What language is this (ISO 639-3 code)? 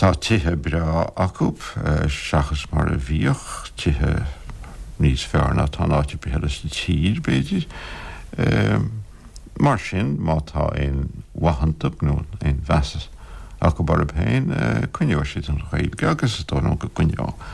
gle